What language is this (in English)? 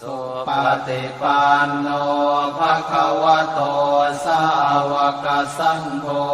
Pali